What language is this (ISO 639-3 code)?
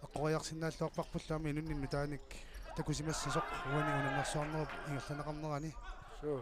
kal